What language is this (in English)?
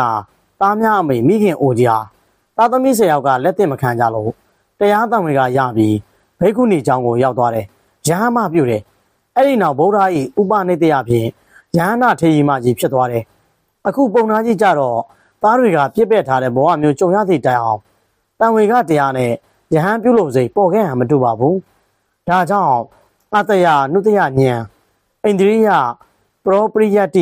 Burmese